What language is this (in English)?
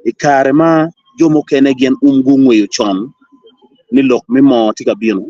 Acoli